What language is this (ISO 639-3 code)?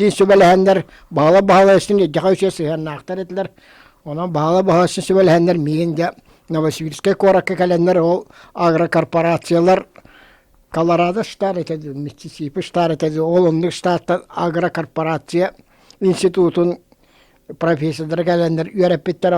sah